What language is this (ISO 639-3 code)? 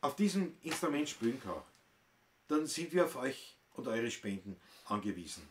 bar